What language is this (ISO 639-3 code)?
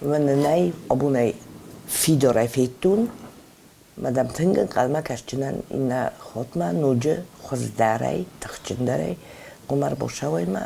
oss